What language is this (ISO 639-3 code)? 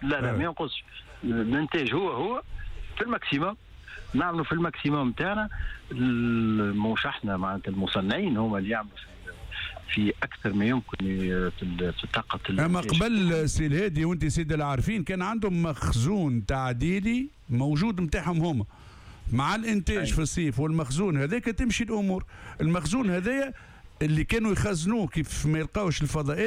aeb